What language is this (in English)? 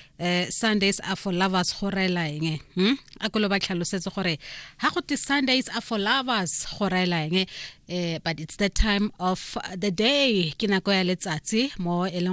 Tswana